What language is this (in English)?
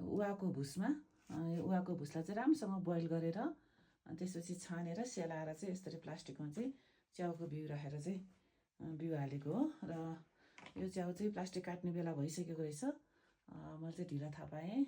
Nepali